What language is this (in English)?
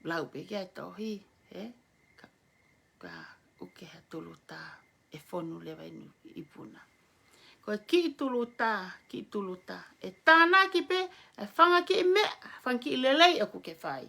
Tongan